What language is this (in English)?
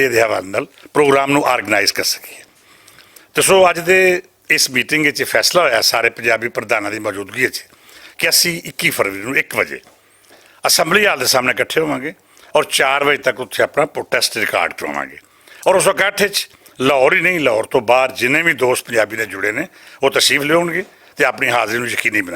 Western Panjabi